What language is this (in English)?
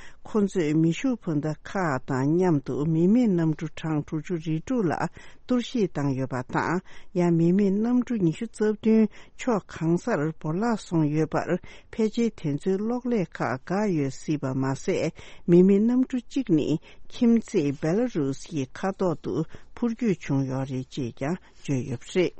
Tibetan